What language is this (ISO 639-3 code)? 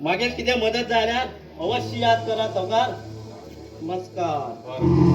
kok